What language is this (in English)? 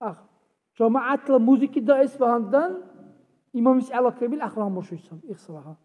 Dargwa